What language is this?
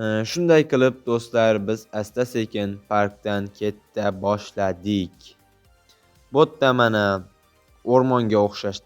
Uzbek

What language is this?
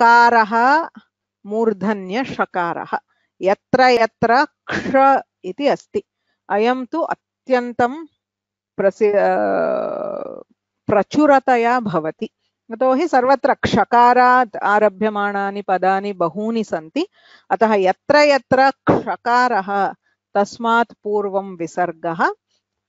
Sanskrit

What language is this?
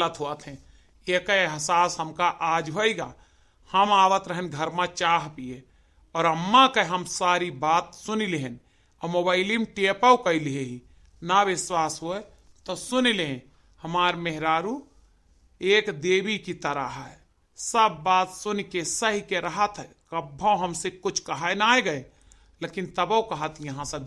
Awadhi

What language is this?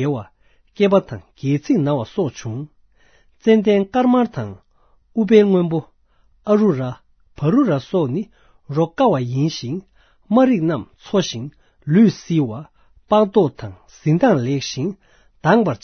Tibetan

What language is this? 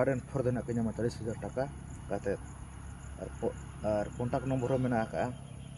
Santali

